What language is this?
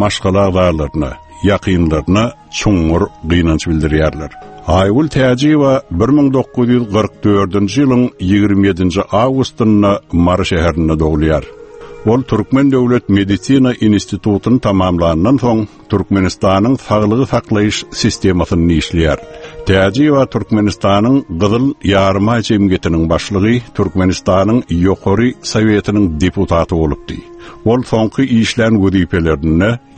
Turkmen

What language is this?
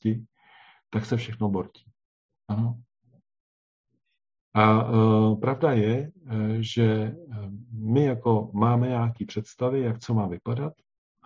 Czech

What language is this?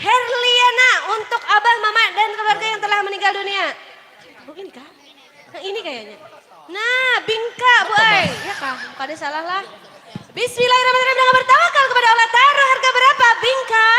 Banjar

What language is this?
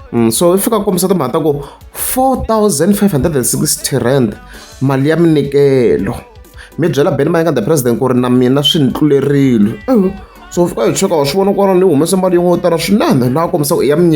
Tsonga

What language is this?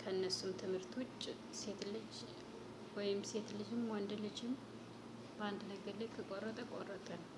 Amharic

